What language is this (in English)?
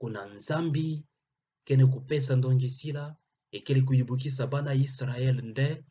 Kituba (Democratic Republic of Congo)